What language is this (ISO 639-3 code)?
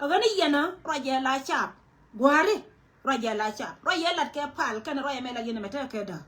nus